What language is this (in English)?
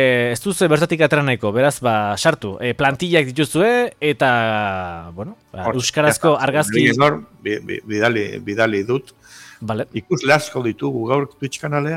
Basque